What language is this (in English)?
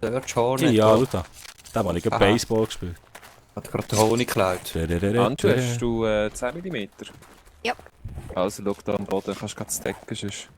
Swiss German